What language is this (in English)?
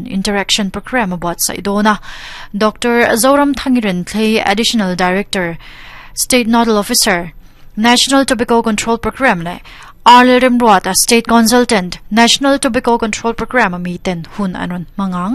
Mizo